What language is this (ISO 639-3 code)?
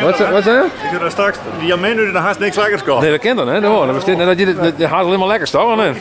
fry